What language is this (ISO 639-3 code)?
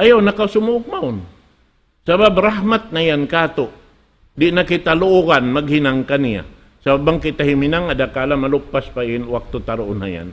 tsg